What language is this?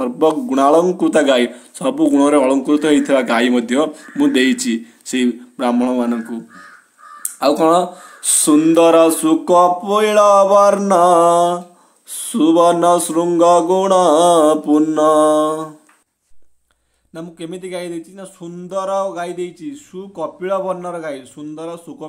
Odia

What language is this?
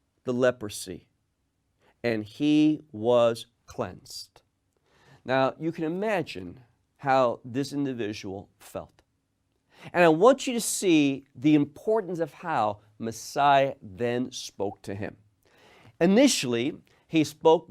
English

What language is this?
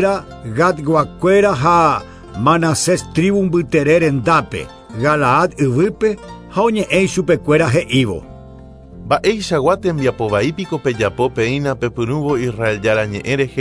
Guarani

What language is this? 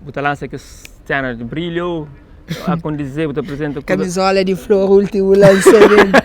Kabuverdianu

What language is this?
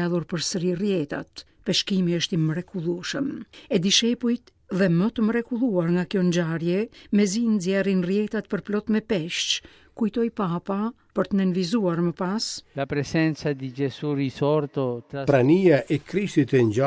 Albanian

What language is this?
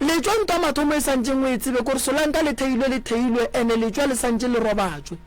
Northern Sotho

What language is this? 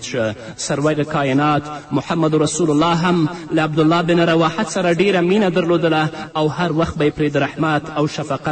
Pashto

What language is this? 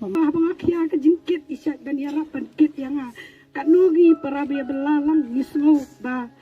Khasi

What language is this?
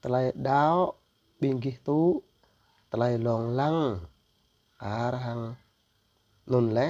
Jarai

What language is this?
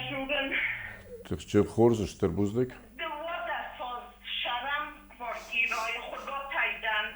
Ossetic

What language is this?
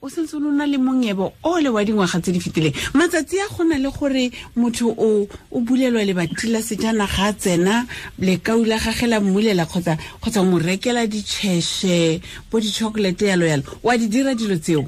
Tswana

